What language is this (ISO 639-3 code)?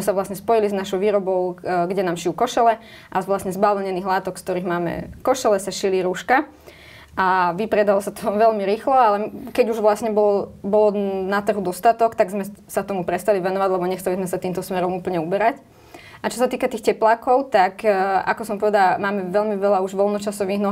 slk